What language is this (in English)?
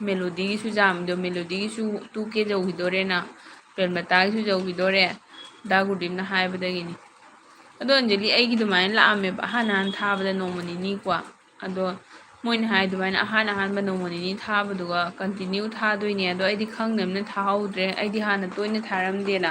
Manipuri